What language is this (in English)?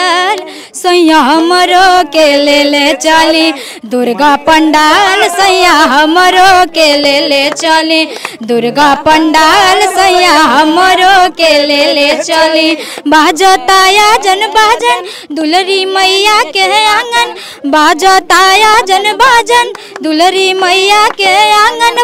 Bhojpuri